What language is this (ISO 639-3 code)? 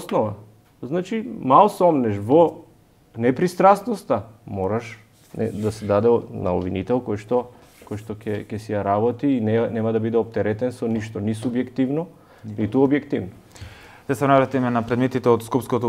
mkd